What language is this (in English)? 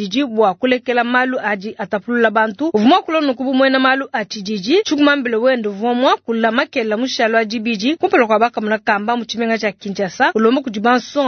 Luba-Lulua